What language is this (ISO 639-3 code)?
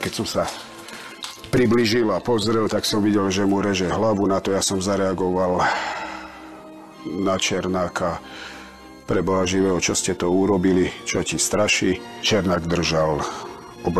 slk